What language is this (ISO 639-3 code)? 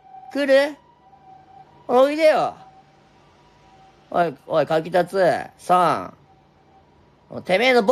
jpn